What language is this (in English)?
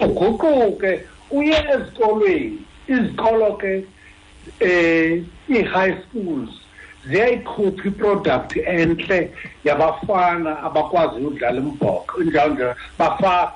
Xhosa